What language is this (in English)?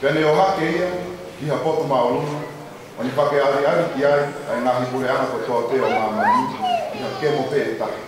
Tongan